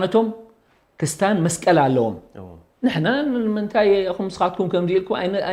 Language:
Tigrinya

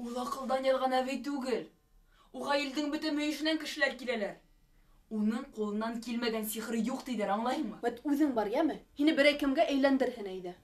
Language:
Bashkir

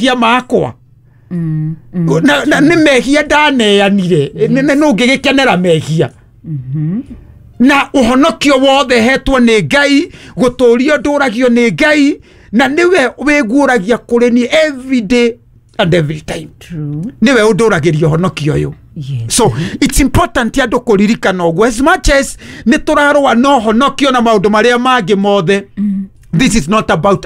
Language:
Kikuyu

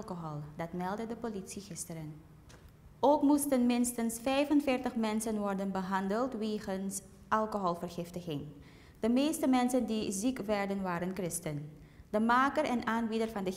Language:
Dutch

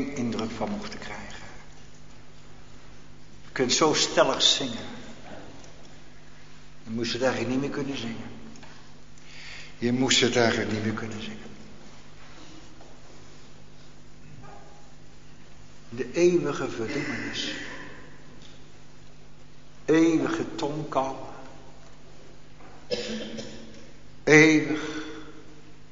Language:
Dutch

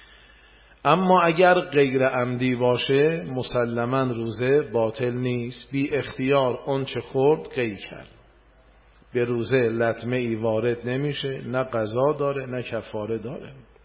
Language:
Persian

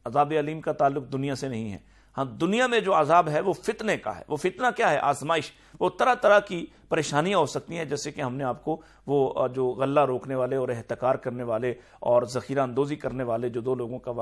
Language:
Urdu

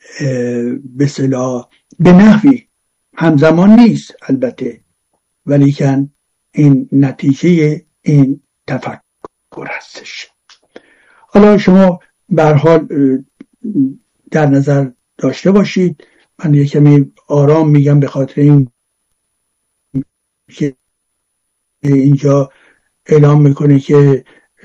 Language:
Persian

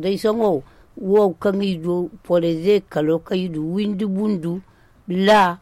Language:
Zarma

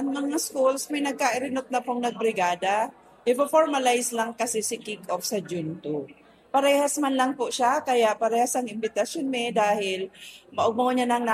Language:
Bikol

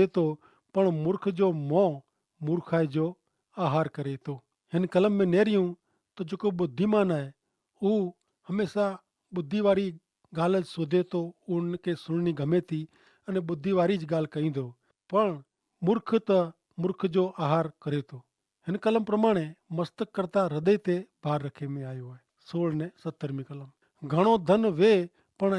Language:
Kachhi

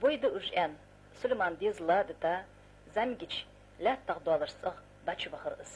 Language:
Ingush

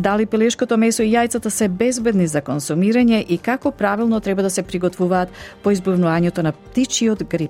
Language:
Macedonian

